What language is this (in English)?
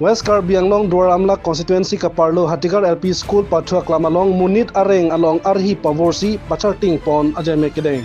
Karbi